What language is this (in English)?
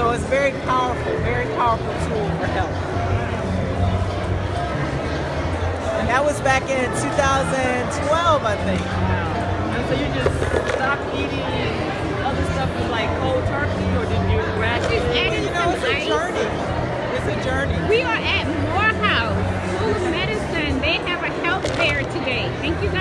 English